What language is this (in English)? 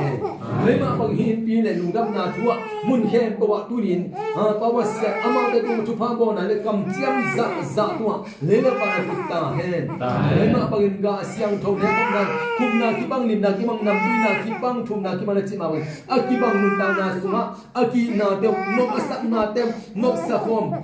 Tedim Chin